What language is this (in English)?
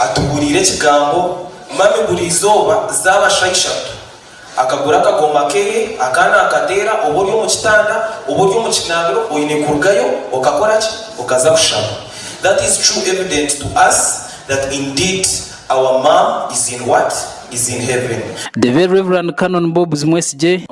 Nyankole